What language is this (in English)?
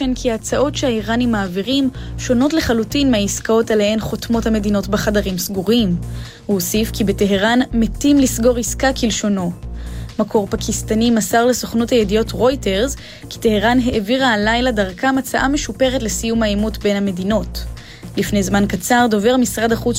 Hebrew